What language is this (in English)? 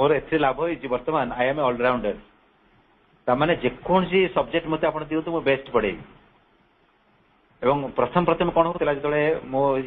Odia